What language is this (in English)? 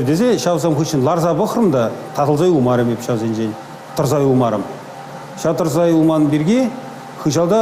Chuvash